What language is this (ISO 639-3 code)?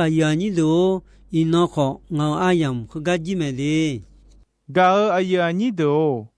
ahk